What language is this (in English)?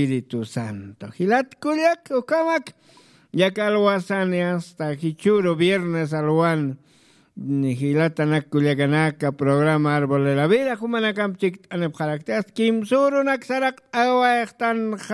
Aymara